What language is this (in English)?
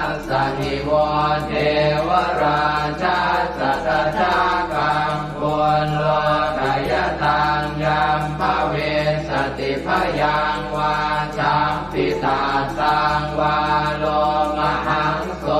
Pali